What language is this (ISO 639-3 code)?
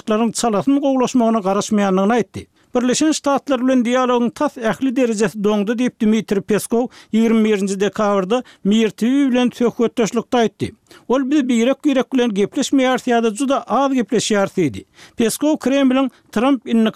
tuk